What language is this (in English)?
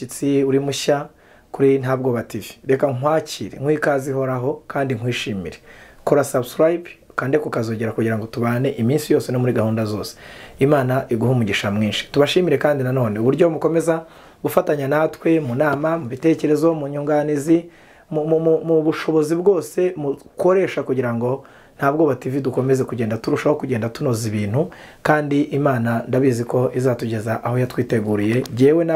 Kinyarwanda